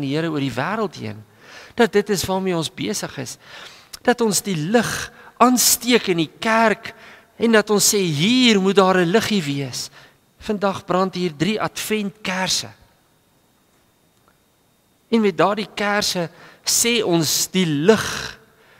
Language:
Afrikaans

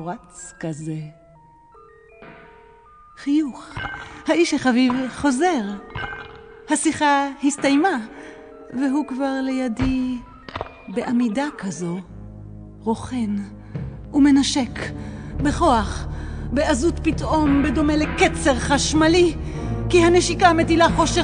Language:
Hebrew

